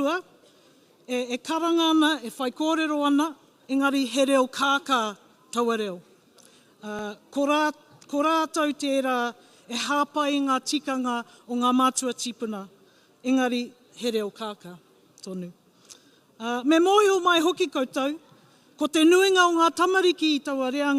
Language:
Māori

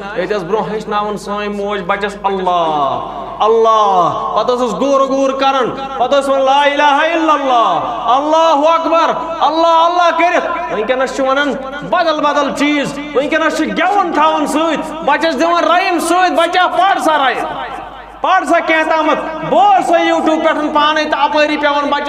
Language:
Kashmiri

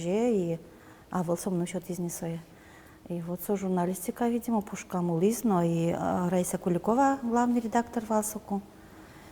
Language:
Udmurt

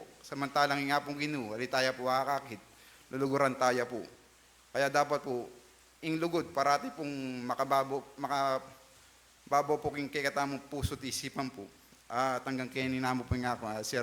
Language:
Pampanga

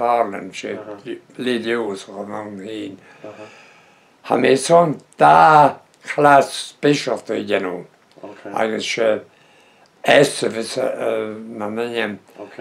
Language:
Breton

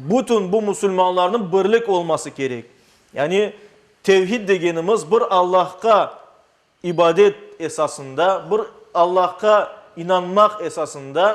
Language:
Crimean Tatar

